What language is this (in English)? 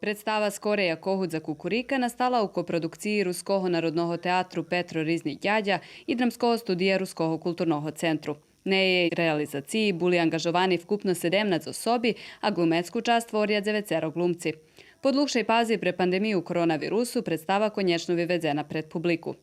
Rusyn